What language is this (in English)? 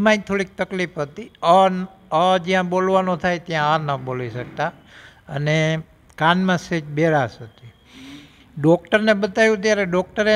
Gujarati